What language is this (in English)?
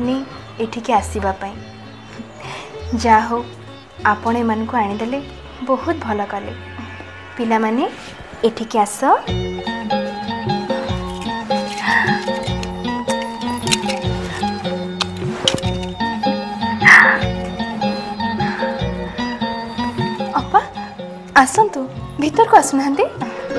Odia